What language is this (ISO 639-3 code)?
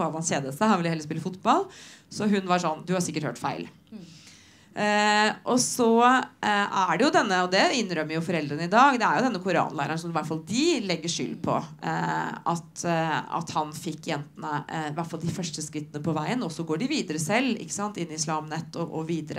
nor